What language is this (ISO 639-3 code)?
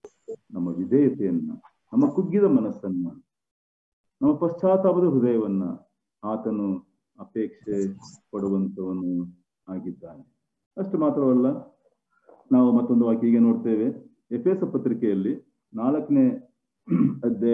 kan